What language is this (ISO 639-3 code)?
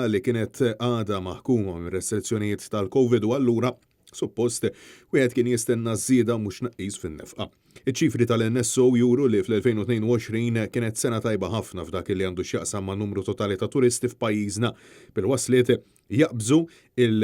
mlt